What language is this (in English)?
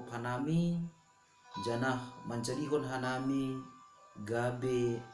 Batak Simalungun